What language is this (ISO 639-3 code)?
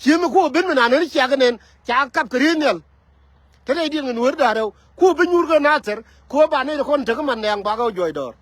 nus